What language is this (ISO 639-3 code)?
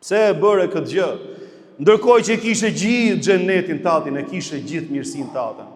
sqi